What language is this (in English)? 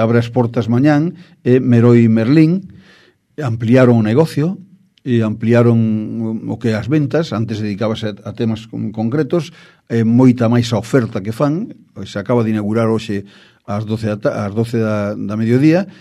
Galician